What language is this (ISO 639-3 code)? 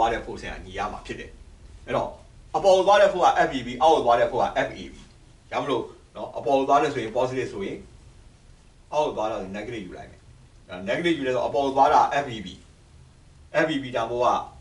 mya